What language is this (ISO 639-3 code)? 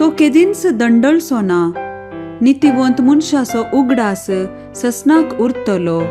kok